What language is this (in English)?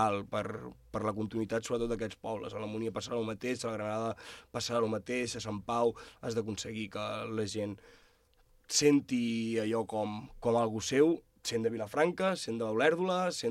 Catalan